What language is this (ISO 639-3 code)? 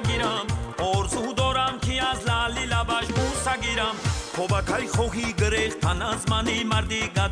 tgk